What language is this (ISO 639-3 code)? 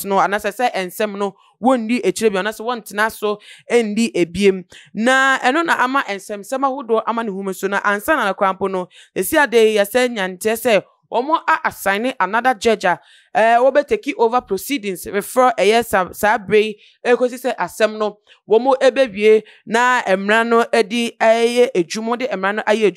aka